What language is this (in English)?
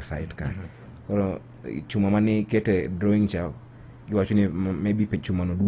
Luo (Kenya and Tanzania)